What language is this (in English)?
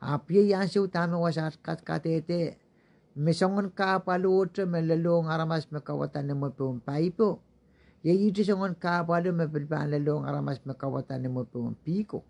Pohnpeian